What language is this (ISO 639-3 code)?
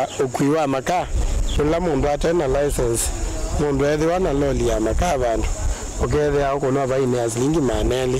kam